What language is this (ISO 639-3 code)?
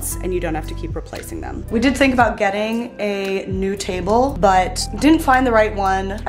eng